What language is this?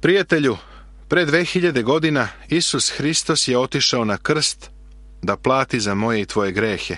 Serbian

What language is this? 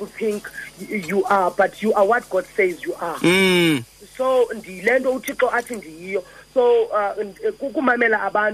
Xhosa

